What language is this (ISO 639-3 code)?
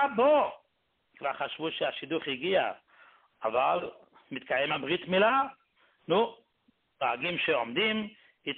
heb